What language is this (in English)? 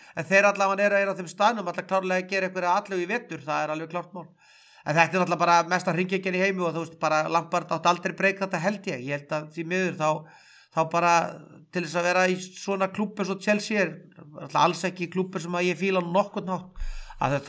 Icelandic